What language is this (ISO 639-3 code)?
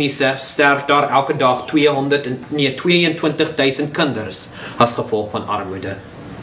afr